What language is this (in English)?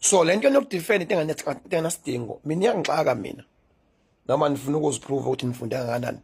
Zulu